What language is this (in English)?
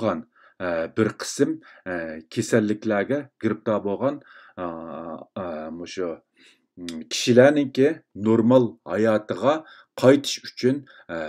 Uyghur